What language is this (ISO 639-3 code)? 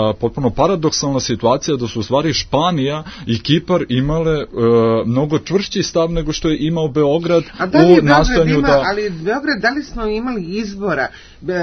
srp